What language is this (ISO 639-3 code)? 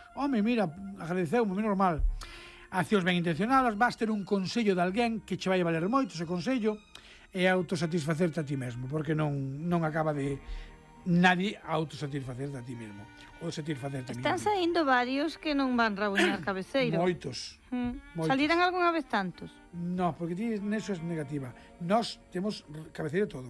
glg